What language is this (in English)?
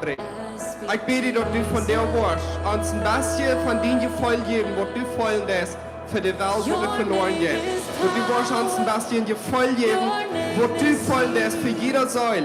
Plautdietsch